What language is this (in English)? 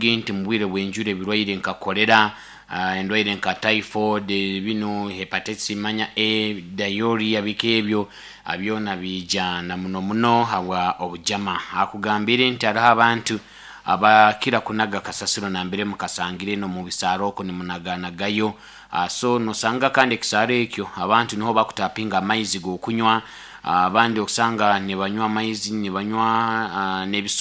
Nyoro